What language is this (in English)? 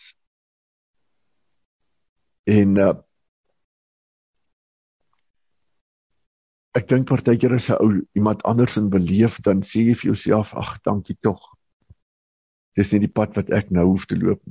Afrikaans